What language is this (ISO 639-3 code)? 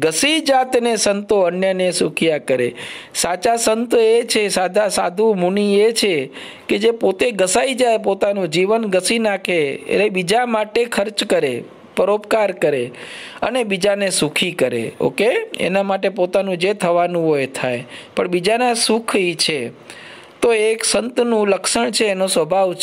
guj